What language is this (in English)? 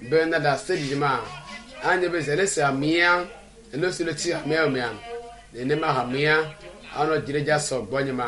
Ewe